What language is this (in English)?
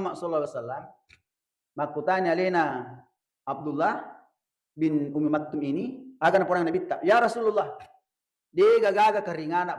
Buginese